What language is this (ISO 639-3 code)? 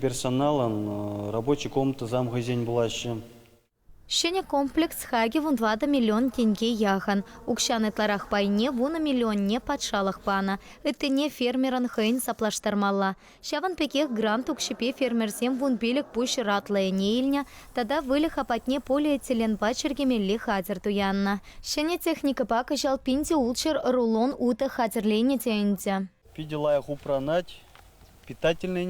chv